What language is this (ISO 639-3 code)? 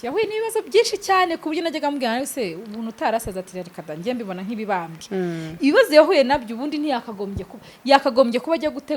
kin